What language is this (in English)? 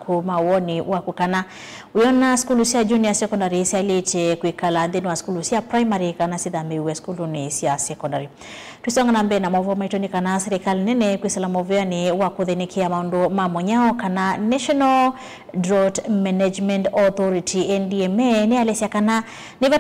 Kamba